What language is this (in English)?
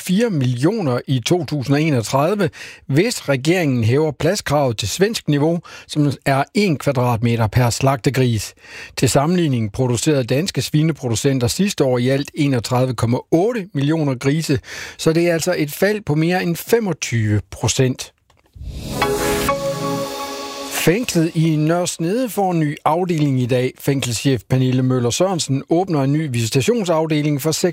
Danish